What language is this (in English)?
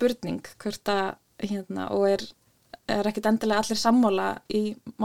Icelandic